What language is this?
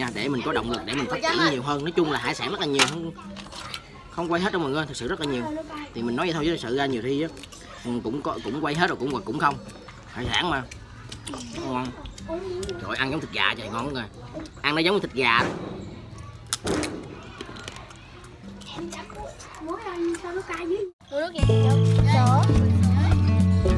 Vietnamese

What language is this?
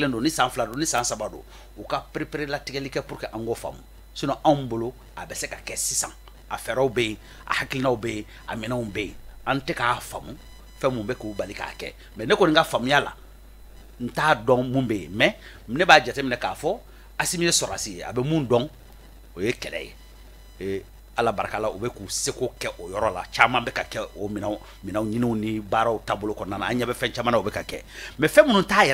Bambara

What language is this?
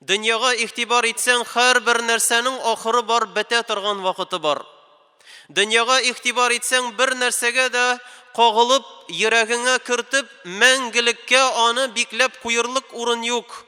Tatar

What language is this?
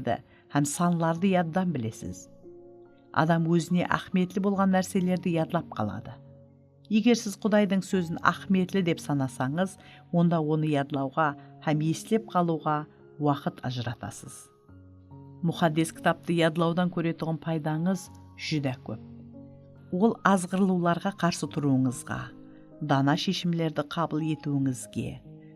Kara-Kalpak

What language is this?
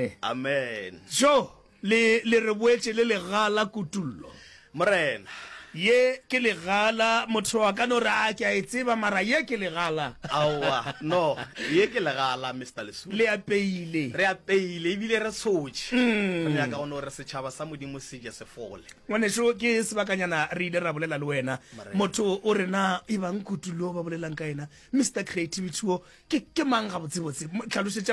Northern Sotho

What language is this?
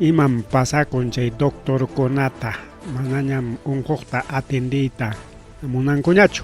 Ayacucho Quechua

